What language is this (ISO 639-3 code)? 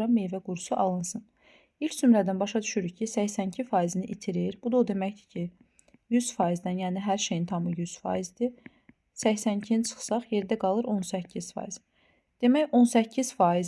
aze